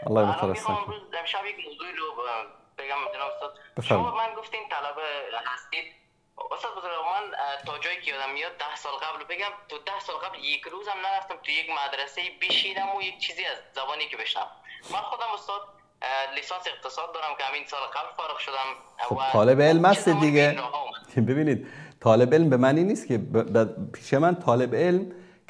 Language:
Persian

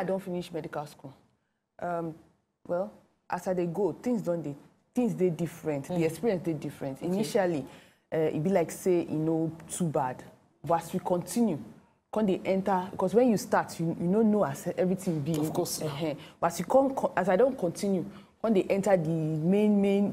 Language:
Nigerian Pidgin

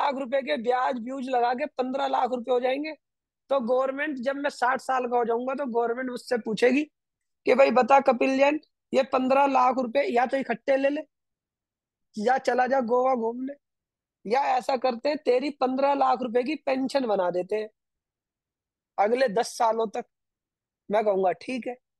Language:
Hindi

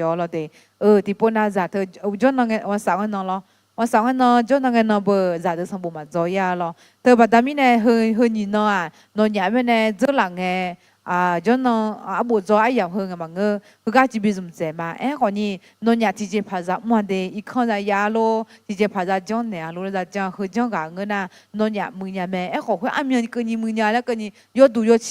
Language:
Akha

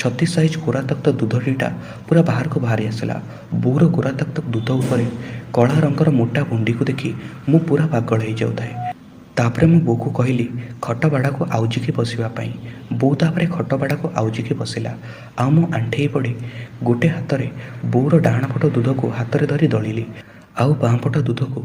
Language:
Odia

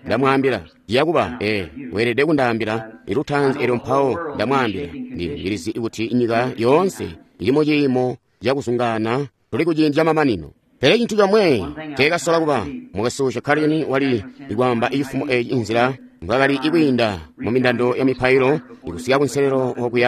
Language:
Tonga (Zambia)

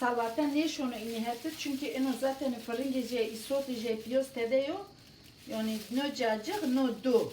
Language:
Zaza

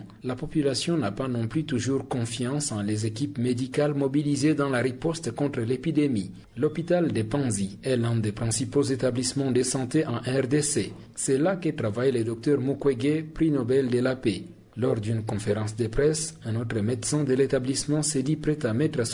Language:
French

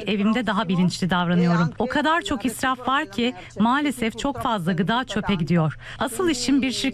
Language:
Turkish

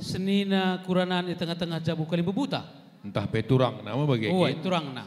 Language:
Batak Karo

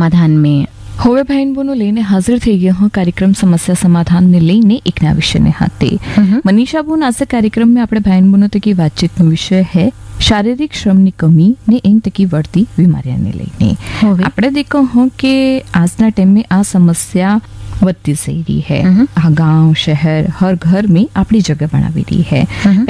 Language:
Gujarati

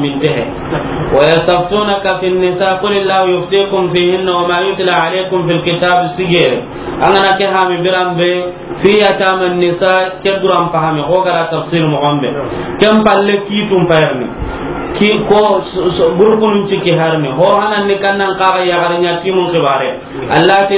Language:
Soninke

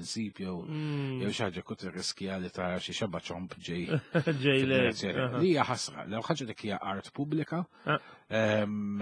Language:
Maltese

